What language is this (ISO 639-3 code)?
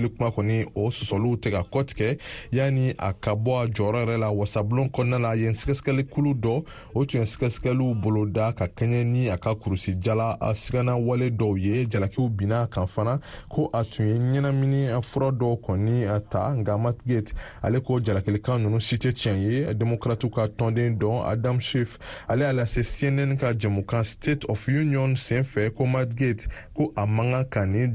bam